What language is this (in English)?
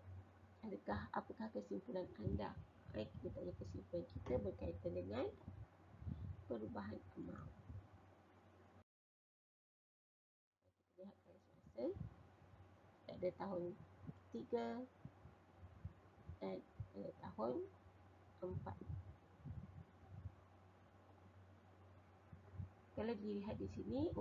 Malay